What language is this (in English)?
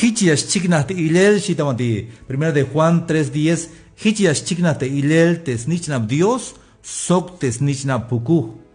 Tzeltal